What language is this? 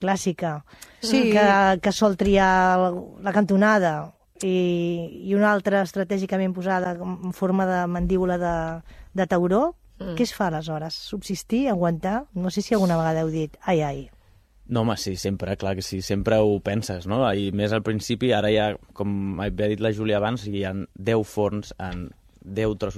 Catalan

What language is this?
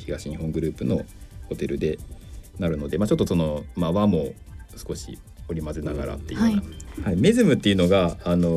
Japanese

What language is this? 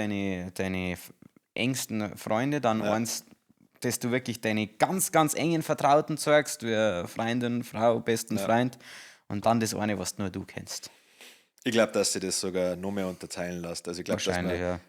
Bavarian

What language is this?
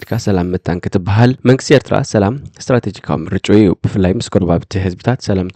Tigrinya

